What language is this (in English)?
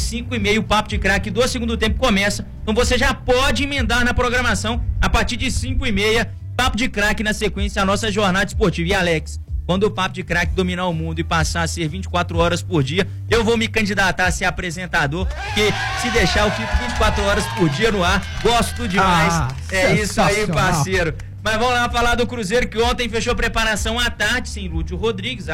Portuguese